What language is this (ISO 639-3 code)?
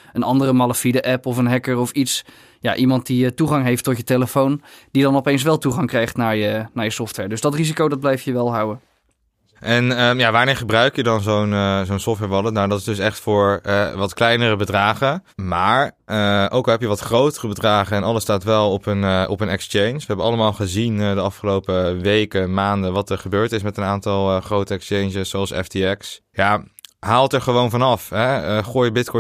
nld